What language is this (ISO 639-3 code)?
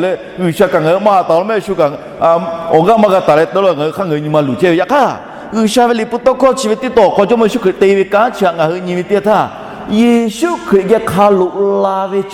lhu